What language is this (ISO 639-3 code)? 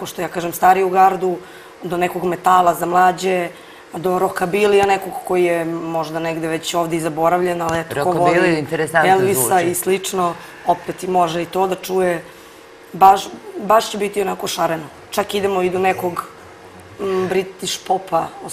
srp